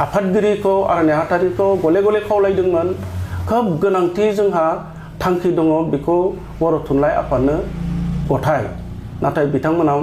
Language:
Bodo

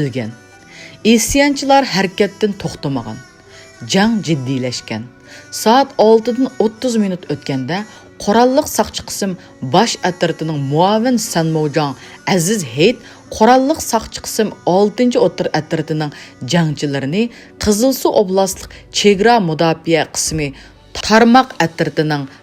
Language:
Uyghur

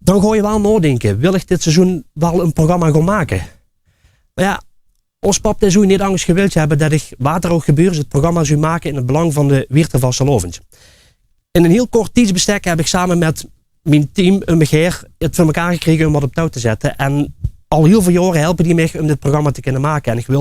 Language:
Limburgish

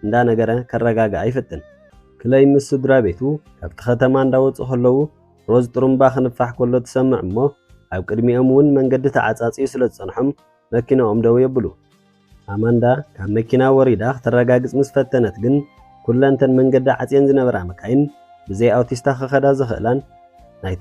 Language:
Tigrinya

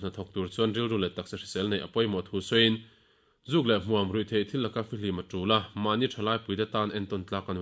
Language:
Mizo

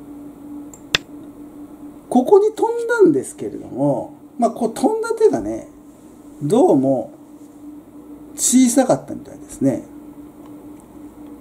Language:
Japanese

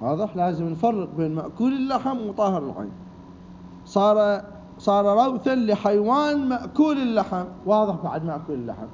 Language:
Mesopotamian Arabic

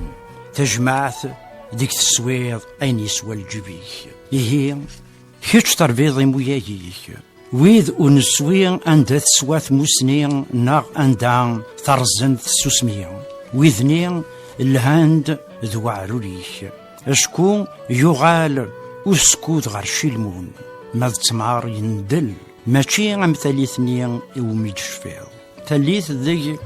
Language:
Kabyle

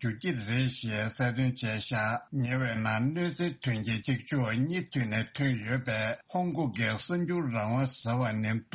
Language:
Tibetan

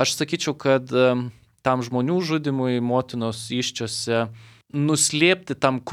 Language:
Lithuanian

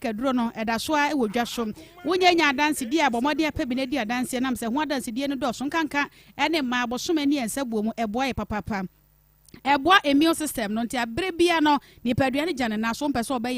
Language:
Akan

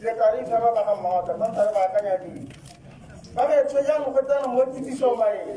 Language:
Tswana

